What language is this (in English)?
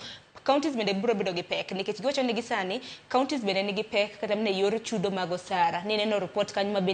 Luo (Kenya and Tanzania)